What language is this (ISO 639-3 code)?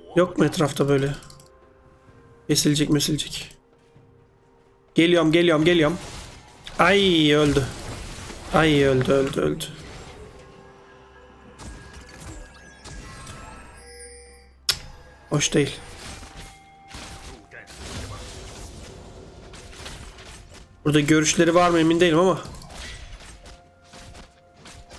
tur